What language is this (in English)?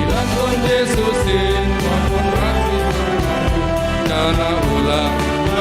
Batak Simalungun